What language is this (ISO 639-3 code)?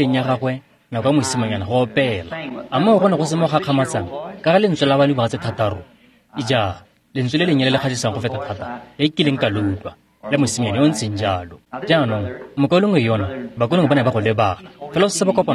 tsn